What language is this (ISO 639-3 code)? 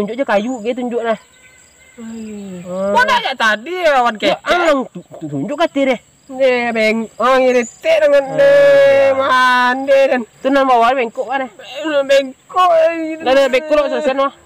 min